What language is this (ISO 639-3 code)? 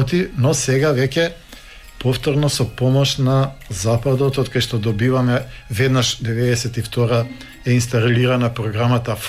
mkd